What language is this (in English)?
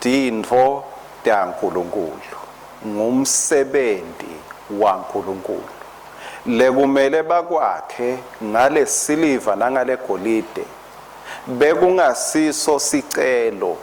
Swati